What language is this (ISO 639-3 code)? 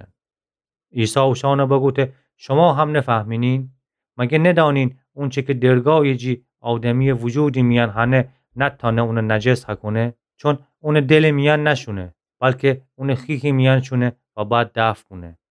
glk